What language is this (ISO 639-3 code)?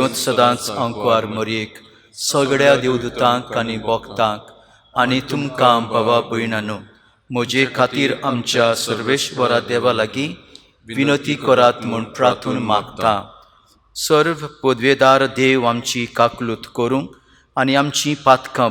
kok